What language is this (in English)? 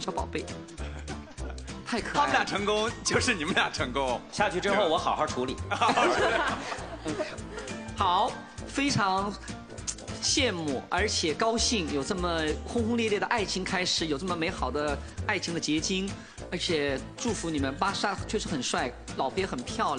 Chinese